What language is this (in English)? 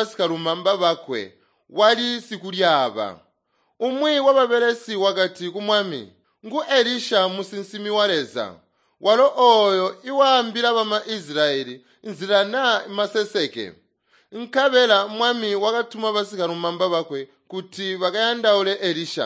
Tonga (Zambia)